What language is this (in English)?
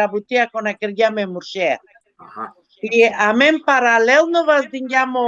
Balkan Romani